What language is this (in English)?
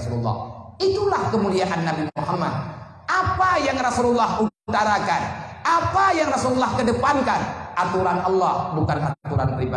Achinese